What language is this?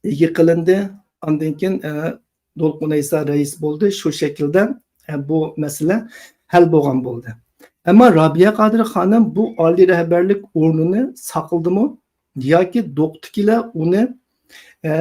Uyghur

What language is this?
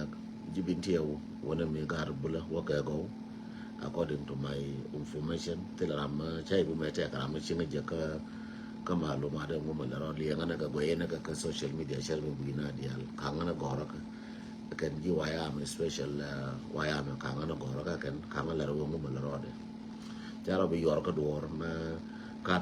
Nuer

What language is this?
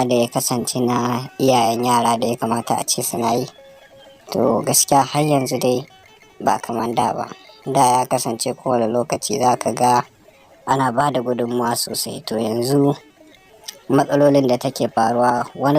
Hausa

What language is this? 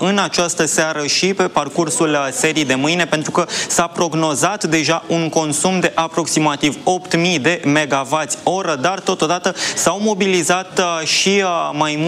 Romanian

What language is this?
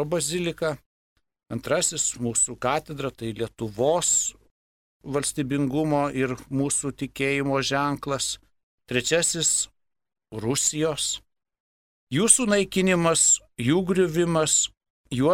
Lithuanian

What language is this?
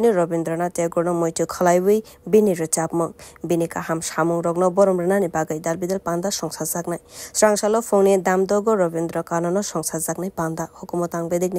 Kok Borok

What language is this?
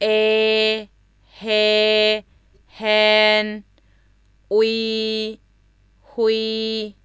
Zaiwa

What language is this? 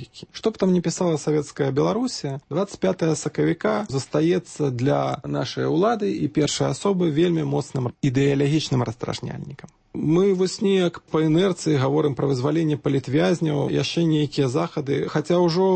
Belarusian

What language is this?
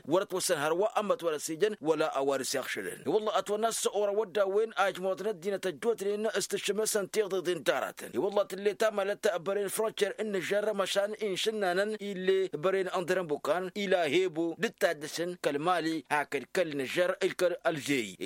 Tamasheq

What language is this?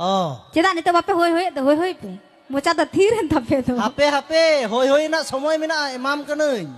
Santali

